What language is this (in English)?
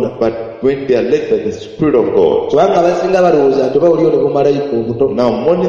Ganda